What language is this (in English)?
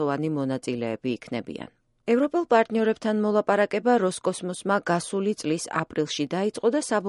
Georgian